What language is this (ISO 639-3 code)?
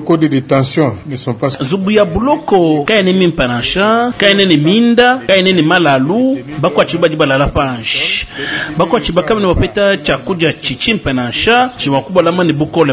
lua